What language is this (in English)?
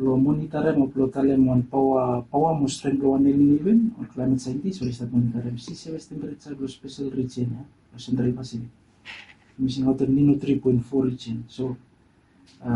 Bislama